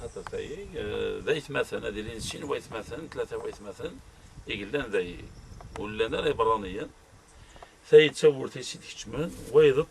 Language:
Kabyle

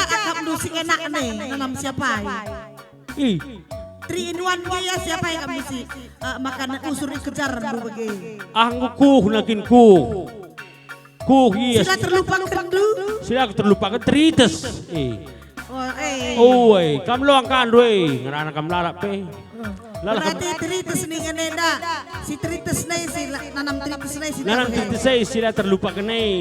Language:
Batak Karo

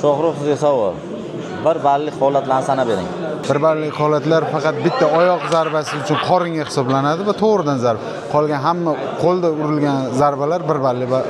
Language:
Uzbek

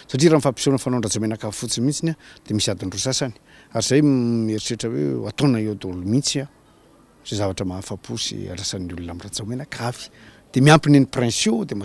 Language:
Malagasy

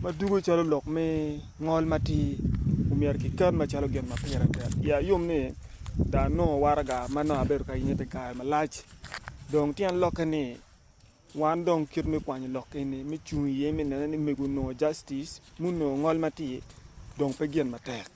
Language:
Acoli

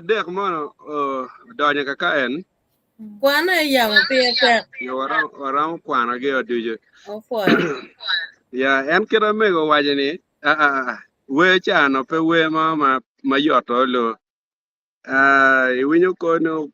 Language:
Acoli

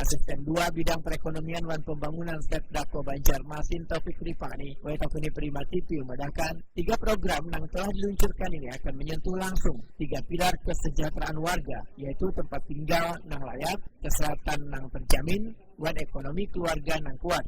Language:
Banjar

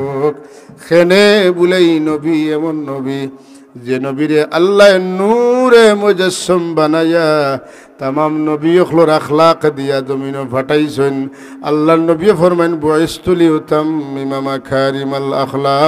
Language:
Sylheti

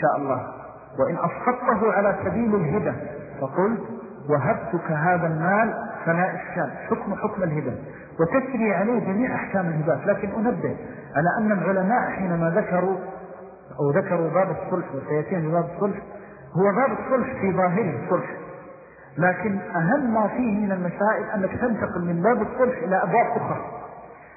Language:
Arabic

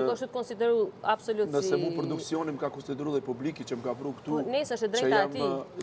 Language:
Albanian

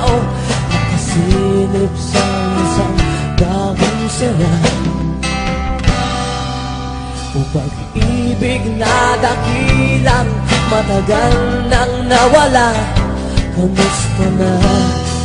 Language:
Filipino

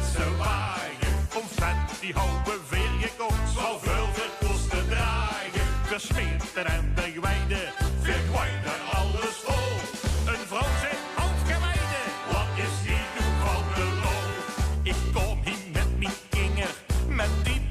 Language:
Limburgish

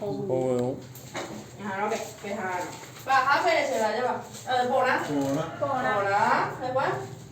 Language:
Guarani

